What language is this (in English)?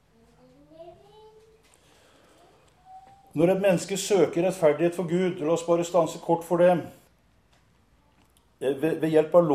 Norwegian